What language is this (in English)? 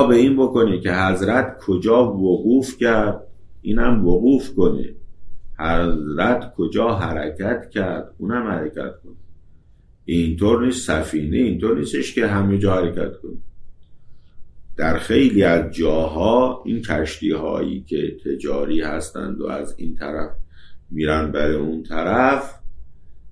Persian